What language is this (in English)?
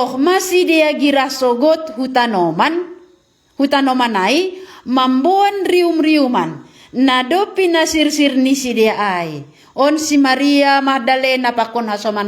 Batak Simalungun